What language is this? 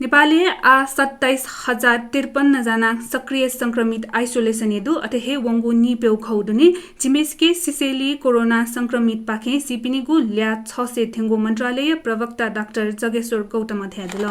Newari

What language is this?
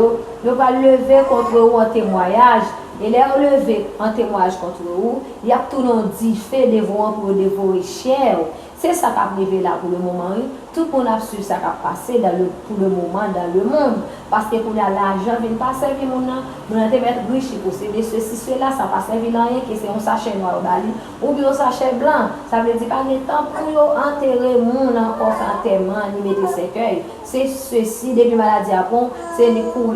Haitian Creole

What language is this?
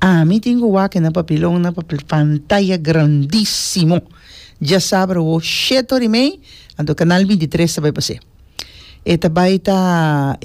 Papiamento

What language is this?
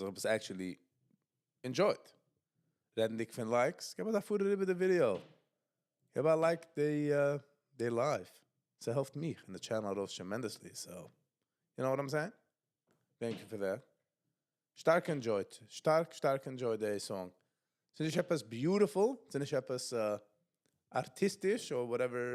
Yiddish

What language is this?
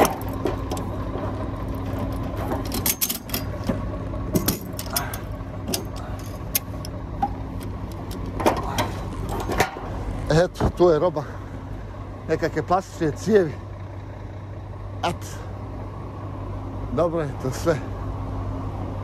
Croatian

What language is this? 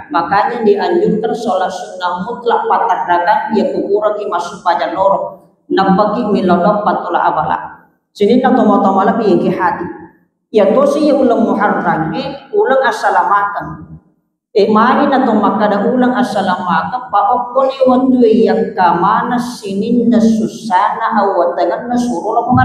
Buginese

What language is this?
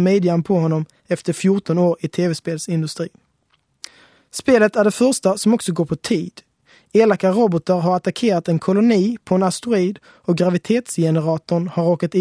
Swedish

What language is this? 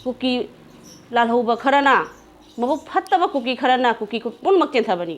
Manipuri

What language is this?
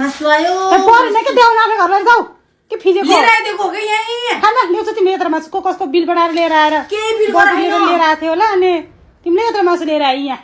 Nepali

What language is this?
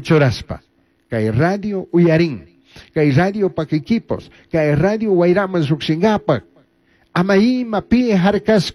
Chimborazo Highland Quichua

